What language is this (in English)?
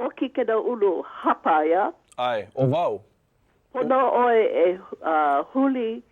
Hawaiian